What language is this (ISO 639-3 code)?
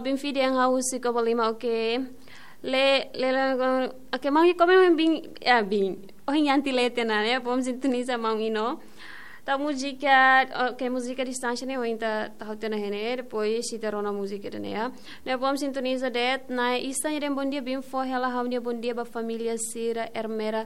tet